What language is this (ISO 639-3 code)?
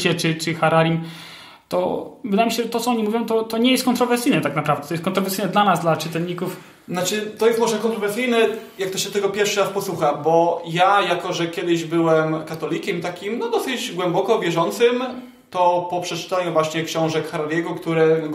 pol